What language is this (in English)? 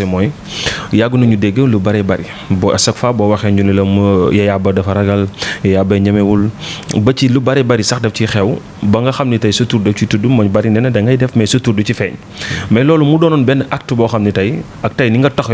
Wolof